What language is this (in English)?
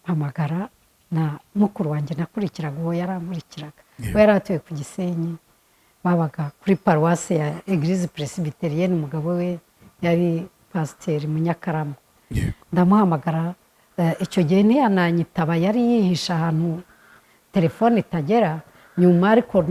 Kinyarwanda